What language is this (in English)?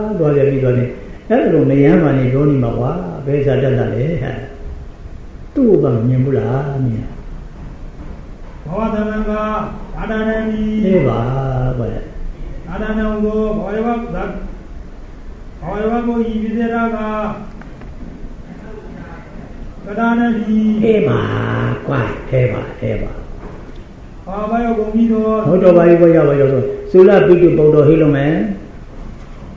Burmese